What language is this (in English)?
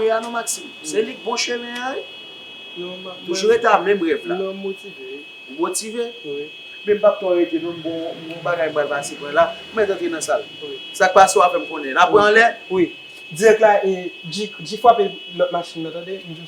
Haitian Creole